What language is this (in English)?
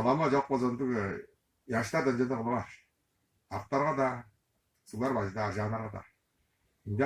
Tuvinian